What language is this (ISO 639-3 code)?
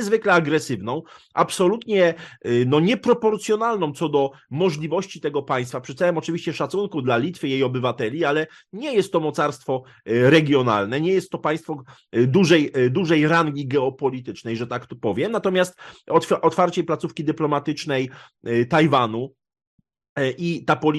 pol